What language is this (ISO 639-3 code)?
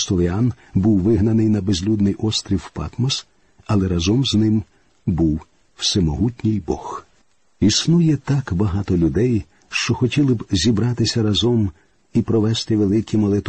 ukr